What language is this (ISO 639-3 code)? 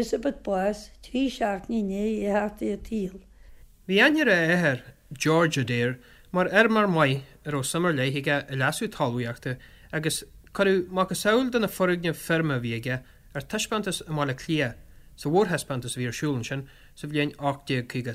gle